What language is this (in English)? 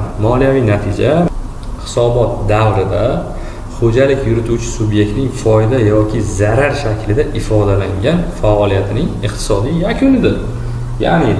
Uzbek